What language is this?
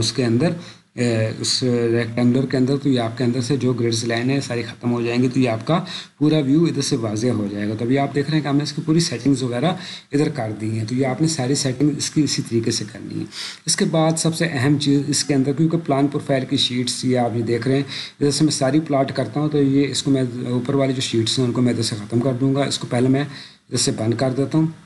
Urdu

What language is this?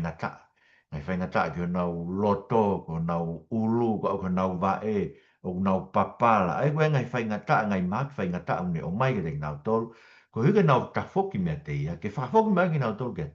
Tongan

